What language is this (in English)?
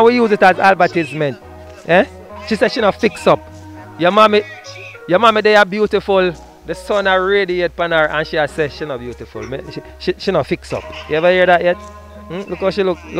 Jamaican Creole English